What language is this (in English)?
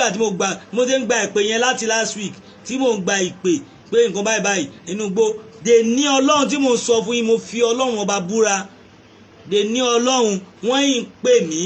Yoruba